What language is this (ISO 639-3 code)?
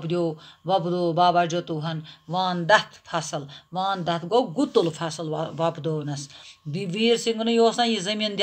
kas